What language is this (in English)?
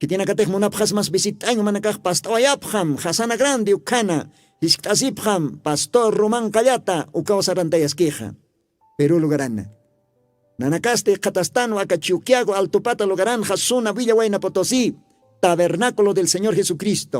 Aymara